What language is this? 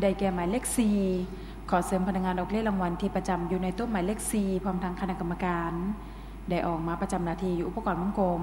Lao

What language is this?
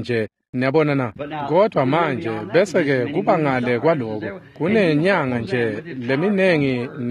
Swati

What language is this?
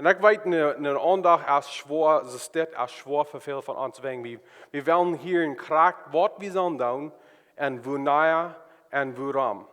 Plautdietsch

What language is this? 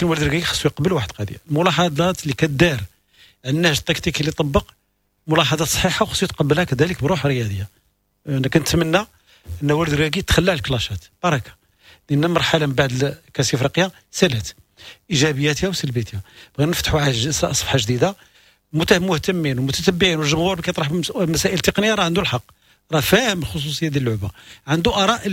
Moroccan Arabic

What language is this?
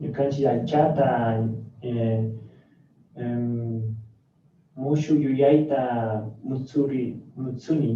Chimborazo Highland Quichua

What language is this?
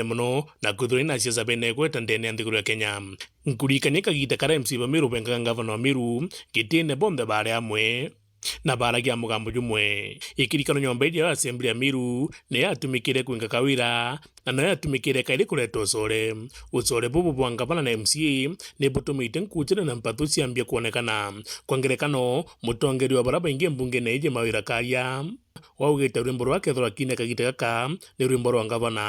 Meru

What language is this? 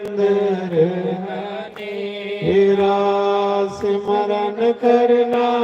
Dogri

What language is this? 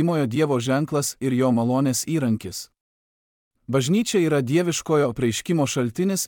Lithuanian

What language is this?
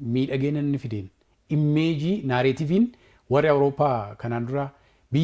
Oromo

